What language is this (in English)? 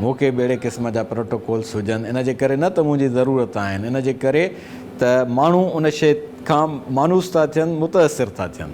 Sindhi